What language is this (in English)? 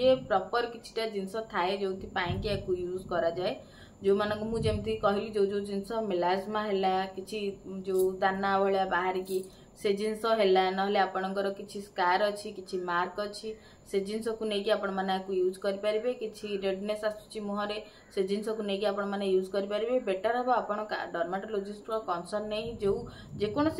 Odia